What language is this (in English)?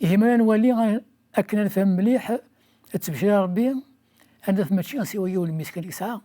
Kabyle